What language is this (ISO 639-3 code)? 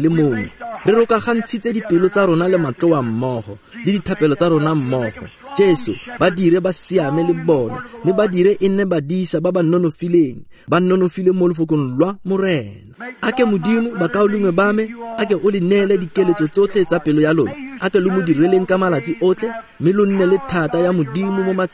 tsn